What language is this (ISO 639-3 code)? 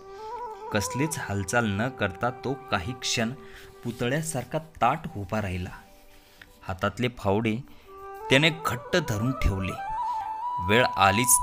mar